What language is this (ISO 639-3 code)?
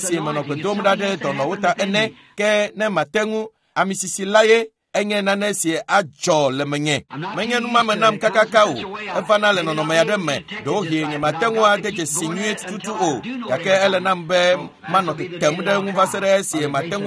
ewe